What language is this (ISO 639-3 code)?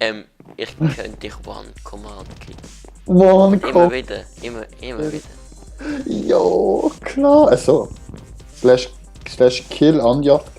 gsw